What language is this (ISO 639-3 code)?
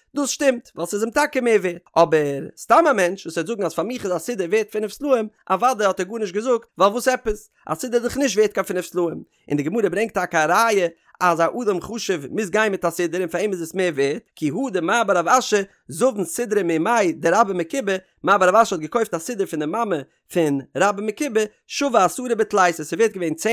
yid